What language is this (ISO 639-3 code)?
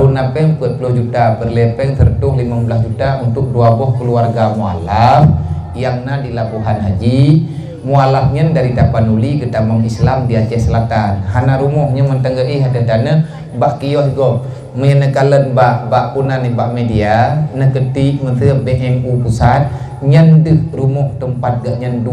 ace